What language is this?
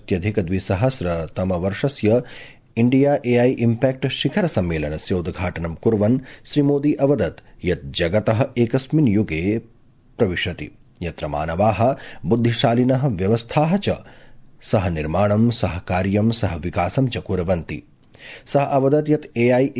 Sanskrit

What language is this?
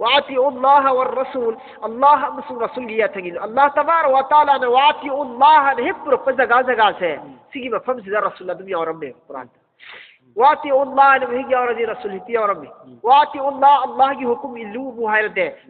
Manipuri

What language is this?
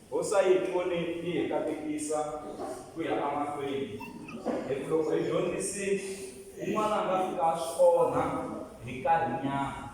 Tsonga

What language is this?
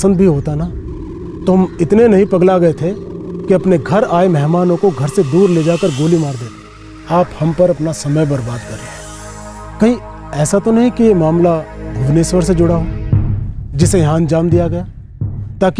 Hindi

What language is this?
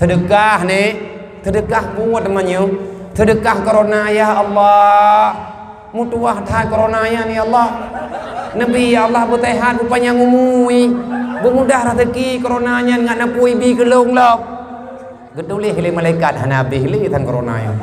Achinese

